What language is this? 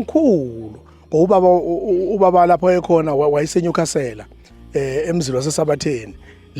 Zulu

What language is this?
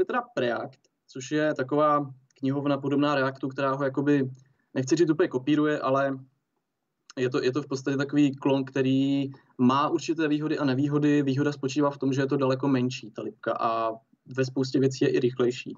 Czech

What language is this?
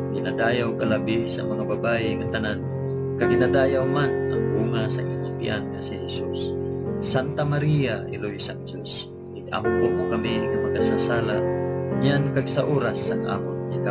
Hiligaynon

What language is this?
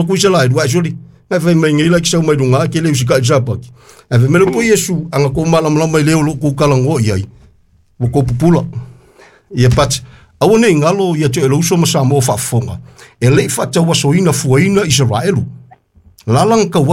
Samoan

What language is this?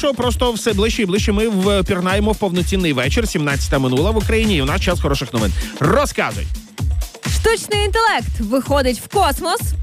Ukrainian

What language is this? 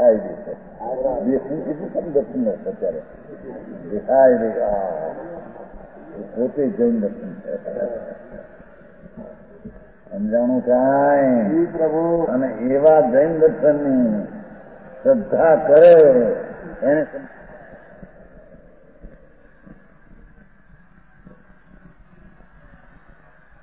Gujarati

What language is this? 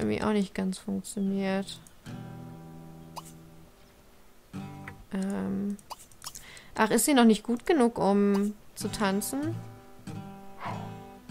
German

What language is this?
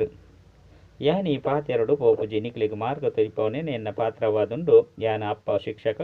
Tulu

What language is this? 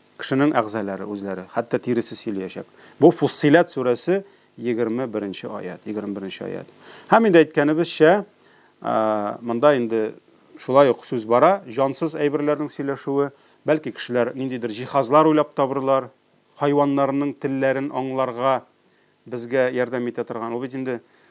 Tatar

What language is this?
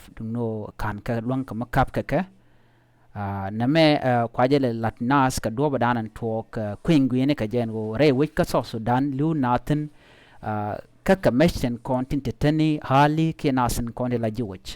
Nuer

